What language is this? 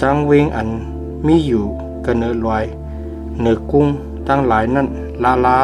Shan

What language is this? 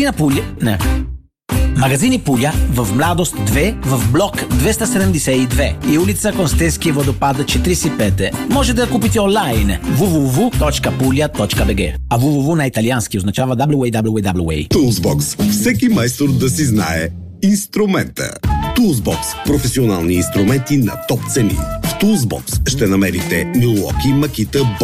Bulgarian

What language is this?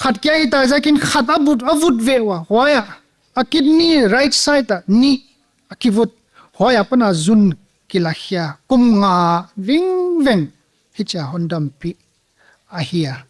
Paite Chin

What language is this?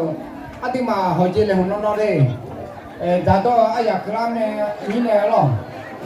Akha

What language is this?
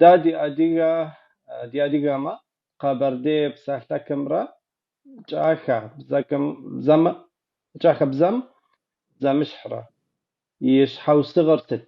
Kabardian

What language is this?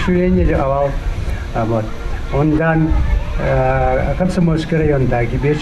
Chuvash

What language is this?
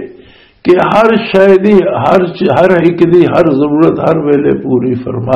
Western Panjabi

